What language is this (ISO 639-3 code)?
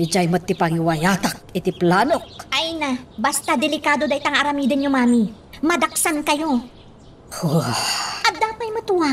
ilo